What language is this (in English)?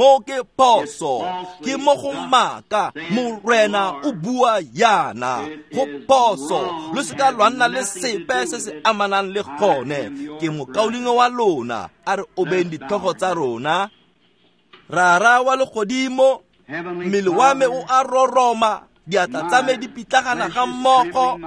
Tswana